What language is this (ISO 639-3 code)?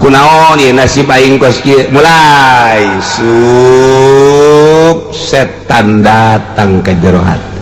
sun